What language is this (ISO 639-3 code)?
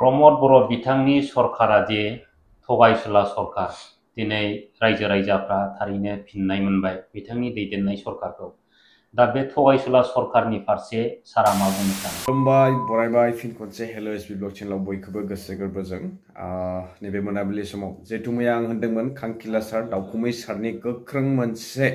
brx